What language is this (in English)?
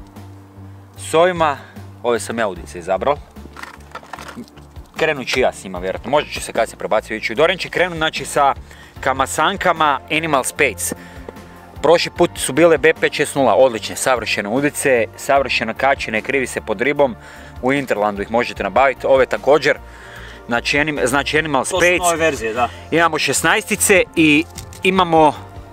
Croatian